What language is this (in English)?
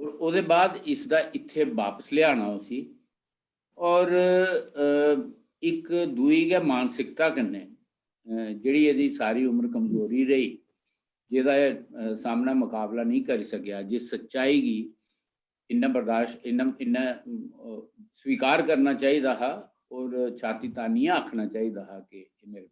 Dogri